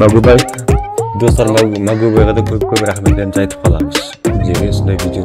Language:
Kara-Kalpak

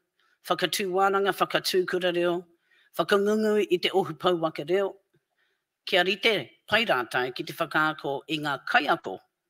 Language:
Māori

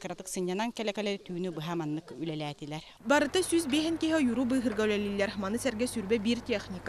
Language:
Yakut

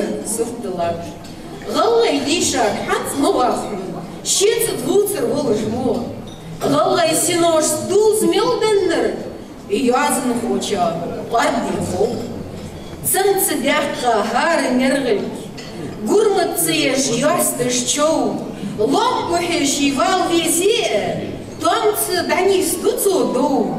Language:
Ingush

